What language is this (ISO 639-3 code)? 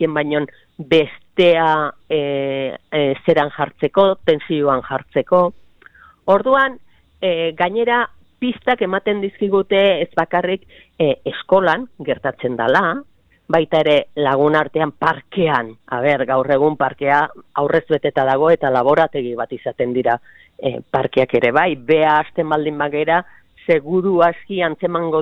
eus